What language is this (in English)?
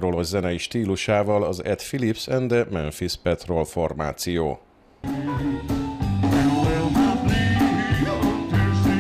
Hungarian